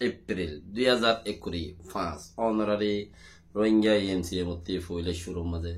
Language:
Rohingya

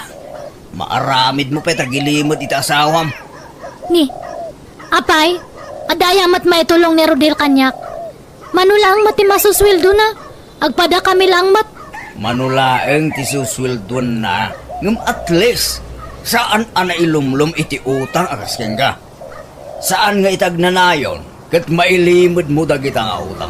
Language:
Iloko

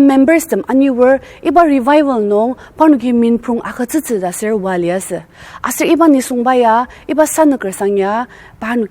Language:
Ao Naga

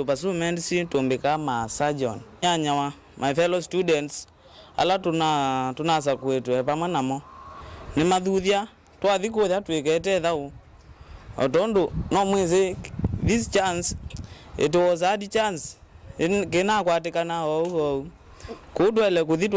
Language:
Kamba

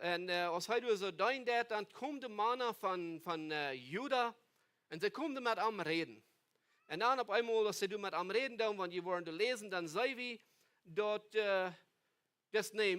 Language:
Plautdietsch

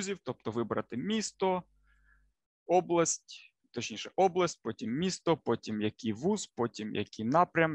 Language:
Ukrainian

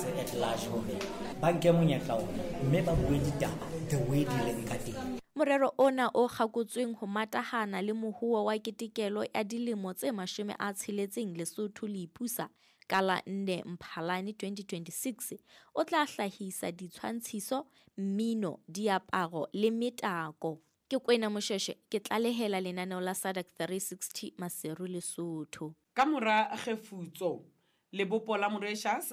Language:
Southern Sotho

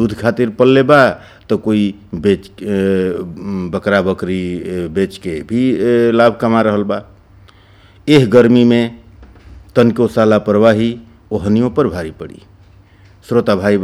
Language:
Bhojpuri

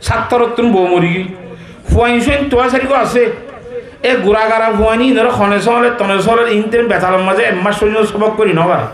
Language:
Rohingya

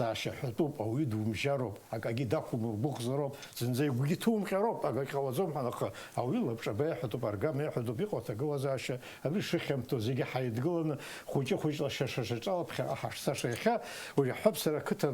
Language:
Abkhazian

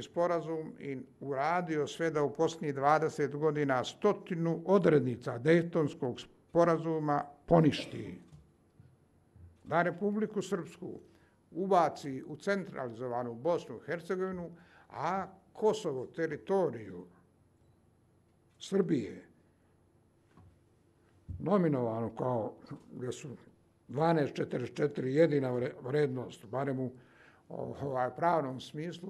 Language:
Serbian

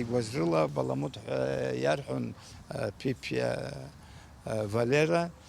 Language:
Abkhazian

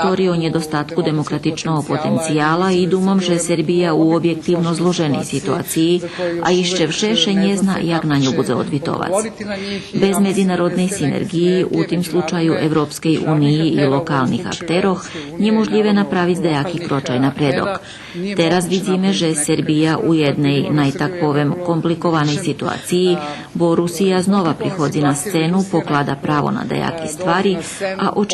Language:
Rusyn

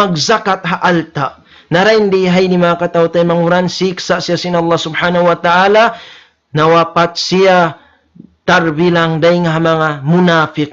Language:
Tausug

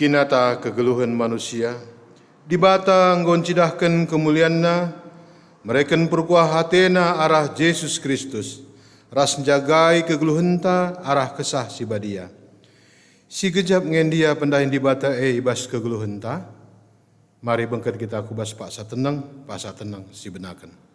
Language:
Batak Karo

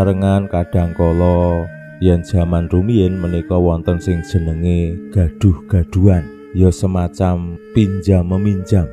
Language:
Javanese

